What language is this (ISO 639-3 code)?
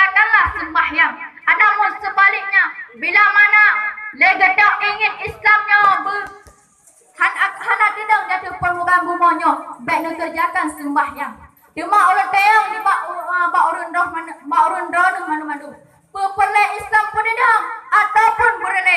ace